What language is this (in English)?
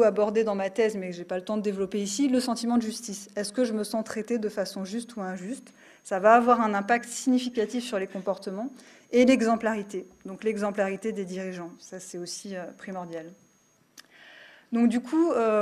French